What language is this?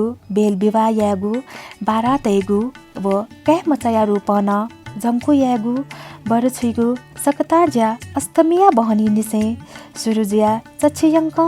Newari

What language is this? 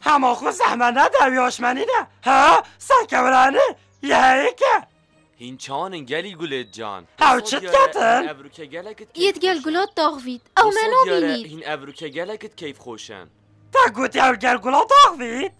Kurdish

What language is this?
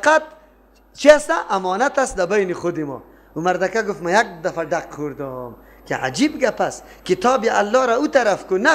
Persian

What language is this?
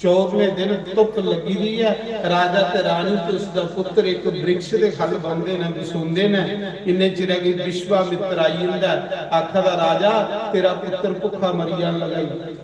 Dogri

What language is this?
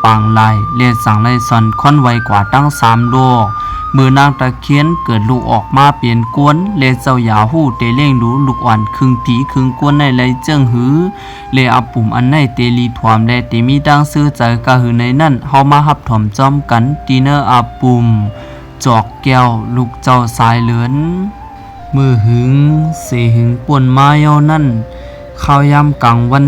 Shan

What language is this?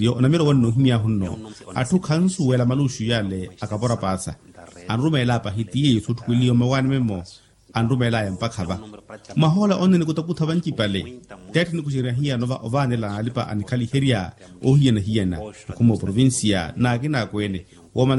Makhuwa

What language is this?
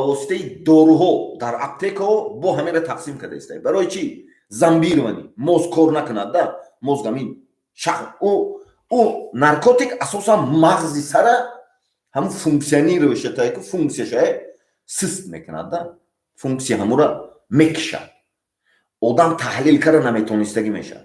Tajik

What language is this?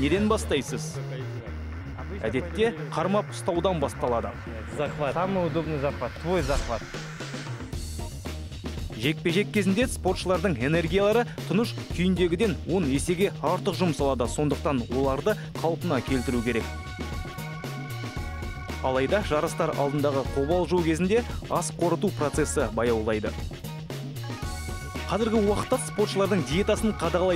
Kazakh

